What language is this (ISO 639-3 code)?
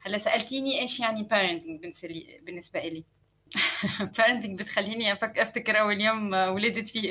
apc